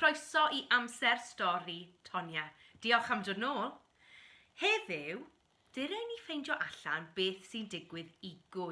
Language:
Welsh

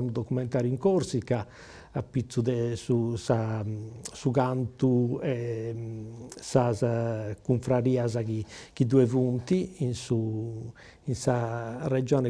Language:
Sardinian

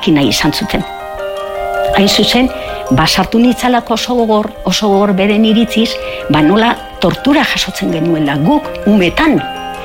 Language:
Basque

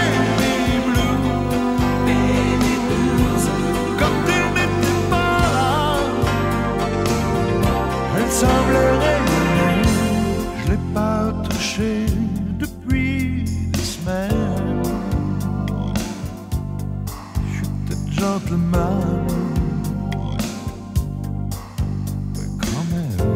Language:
French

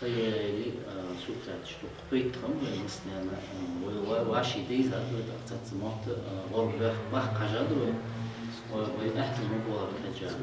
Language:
Ingush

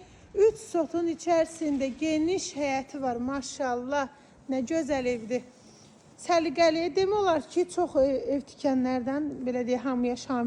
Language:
Azerbaijani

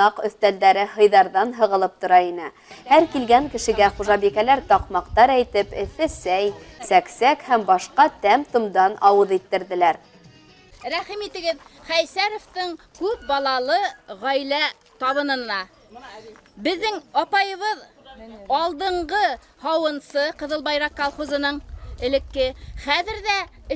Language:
Bashkir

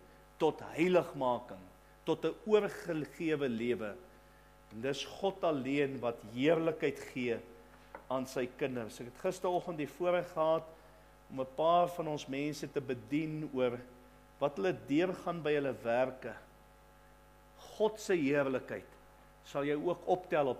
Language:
Afrikaans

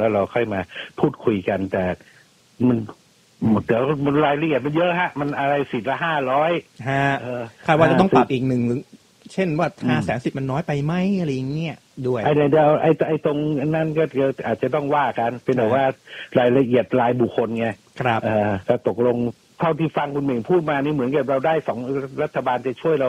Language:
Thai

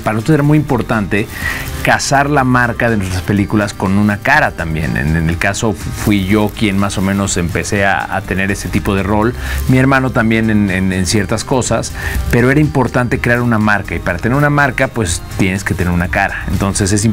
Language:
Spanish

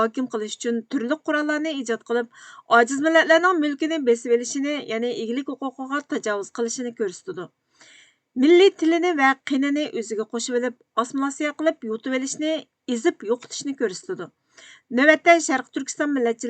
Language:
Uyghur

